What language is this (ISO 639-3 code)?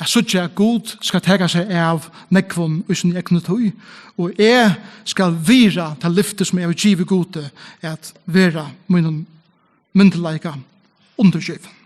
fao